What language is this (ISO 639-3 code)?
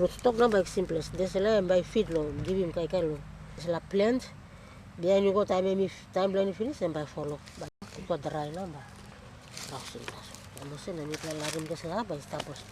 tpi